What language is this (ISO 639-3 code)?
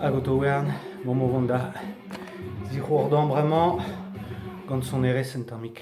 bre